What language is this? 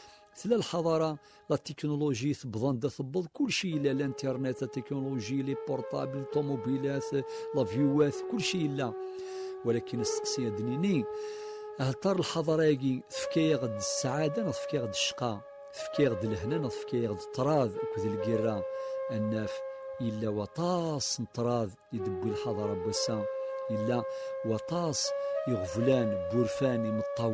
Kabyle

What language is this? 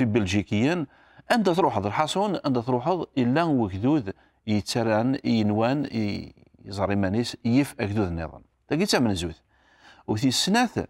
Kabyle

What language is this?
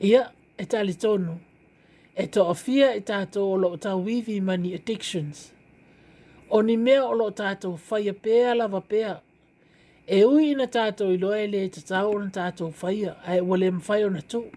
Samoan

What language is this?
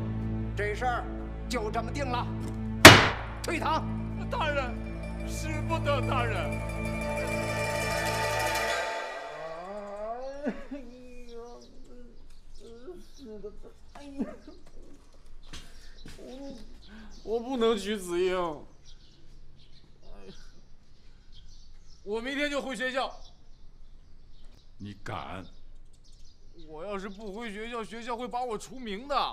Chinese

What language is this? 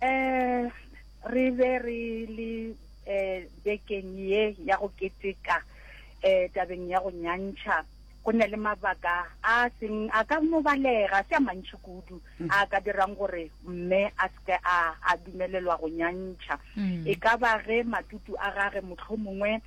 Northern Sotho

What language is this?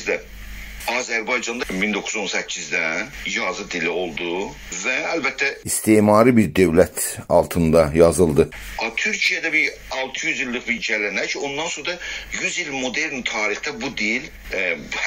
South Azerbaijani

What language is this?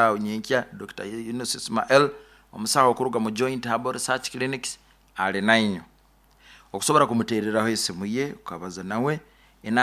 Nyoro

